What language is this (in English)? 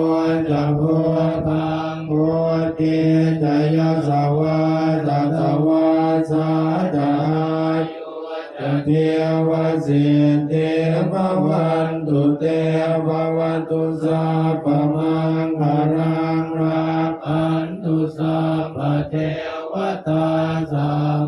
Pali